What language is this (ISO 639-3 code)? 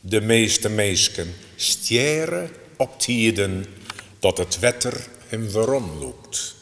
fry